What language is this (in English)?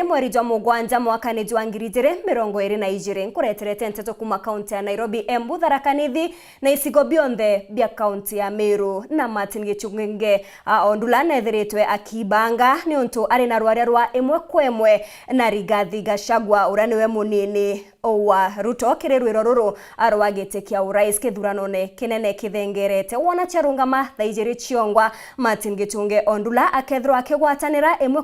Meru